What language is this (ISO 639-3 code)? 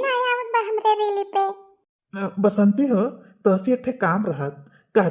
bho